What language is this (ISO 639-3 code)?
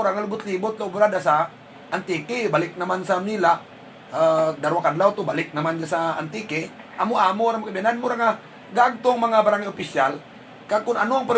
hil